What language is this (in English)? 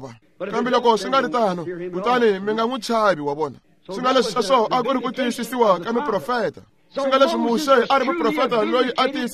Tsonga